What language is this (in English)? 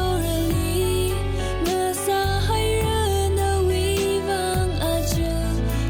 Tangkhul Naga (India)